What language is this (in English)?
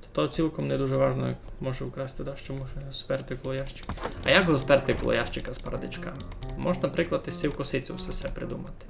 Rusyn